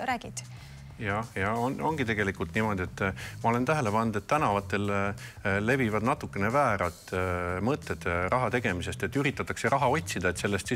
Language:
Estonian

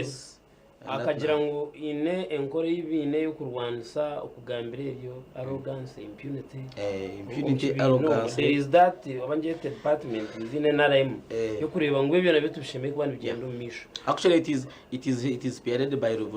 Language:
Nyankole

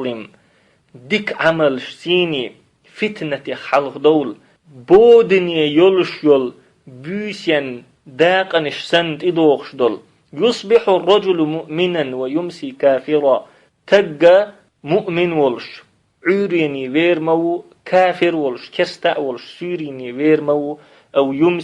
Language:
Chechen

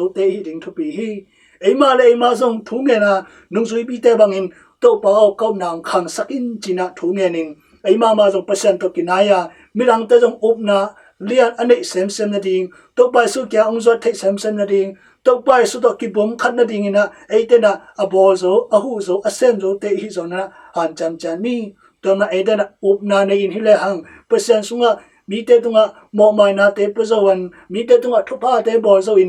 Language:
Tedim Chin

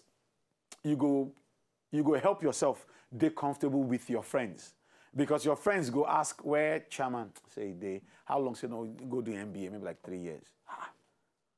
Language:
Nigerian Pidgin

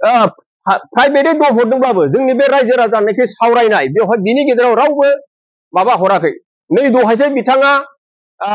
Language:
Bodo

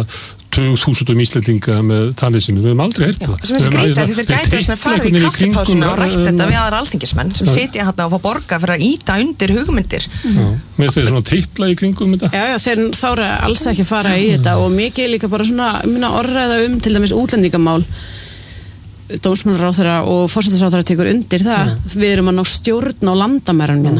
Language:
Icelandic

